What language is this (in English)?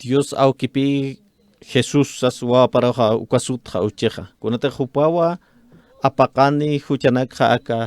Aymara